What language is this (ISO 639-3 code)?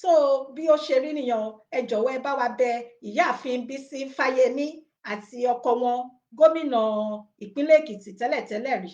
yor